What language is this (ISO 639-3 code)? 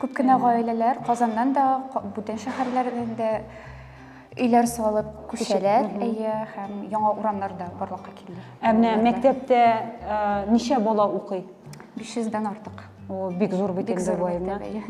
tat